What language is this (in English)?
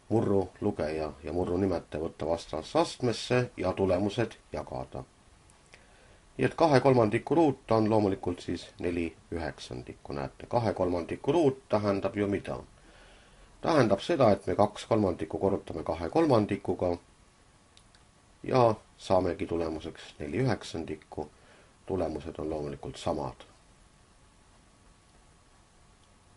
Estonian